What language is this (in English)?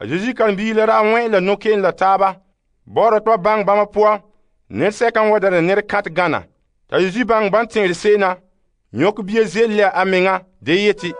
Frafra